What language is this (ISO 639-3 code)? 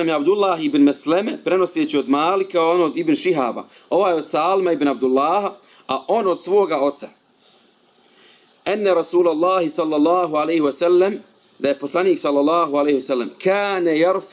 bos